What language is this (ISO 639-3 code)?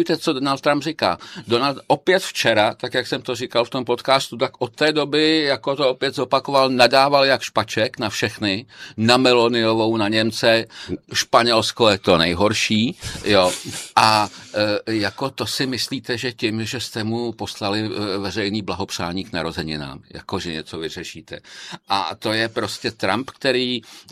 ces